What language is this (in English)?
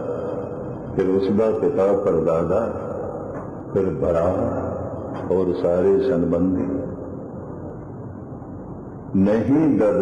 Punjabi